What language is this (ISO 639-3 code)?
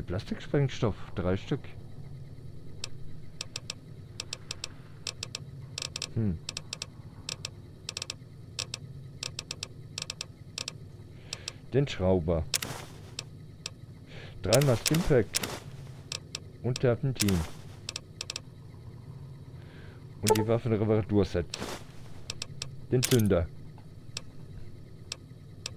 deu